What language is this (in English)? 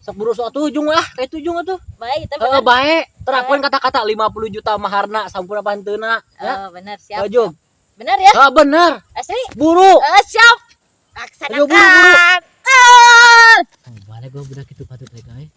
Sundanese